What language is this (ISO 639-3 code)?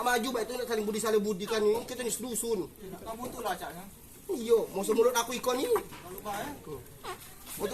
mui